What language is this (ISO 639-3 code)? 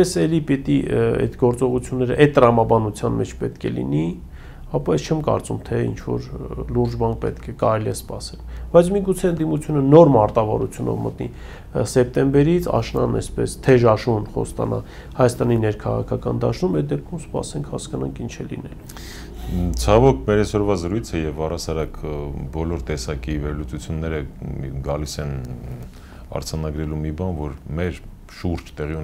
hye